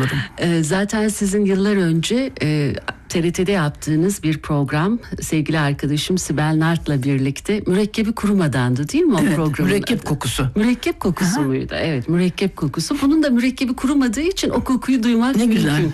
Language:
Turkish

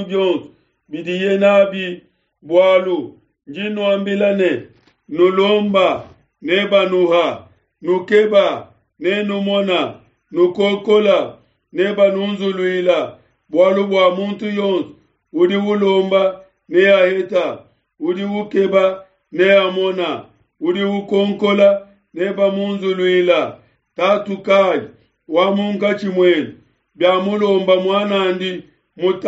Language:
Luba-Lulua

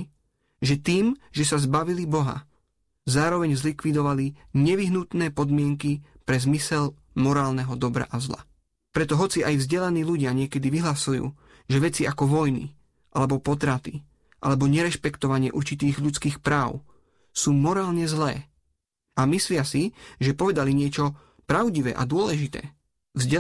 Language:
Slovak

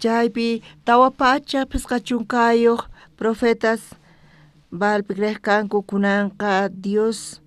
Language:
South Bolivian Quechua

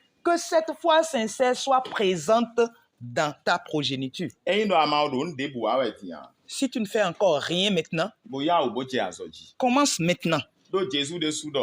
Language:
Fon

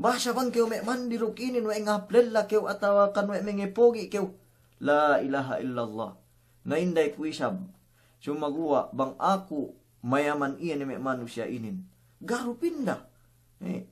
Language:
Yakan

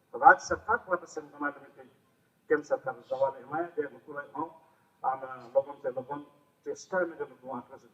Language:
Santali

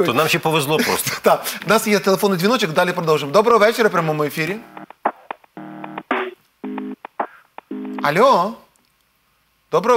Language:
Ukrainian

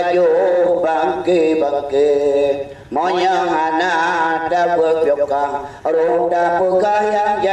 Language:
Achinese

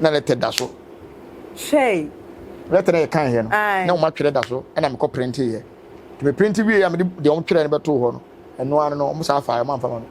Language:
Akan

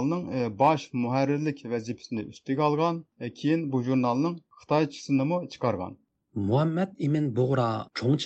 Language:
Uyghur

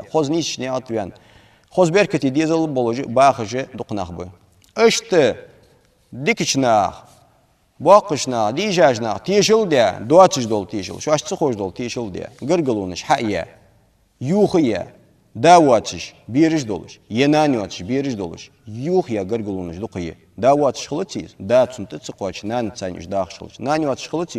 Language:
Ingush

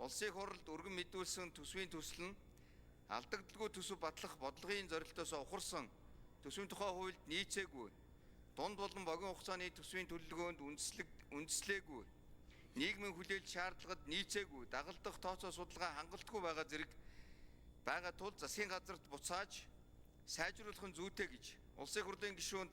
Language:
Mongolian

